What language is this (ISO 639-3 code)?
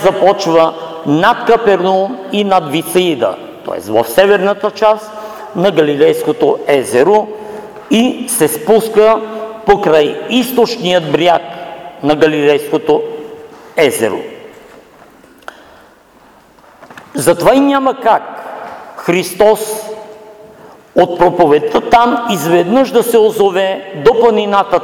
bul